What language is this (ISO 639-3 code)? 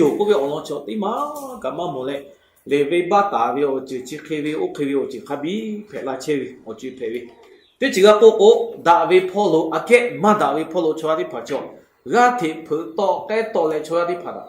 lhu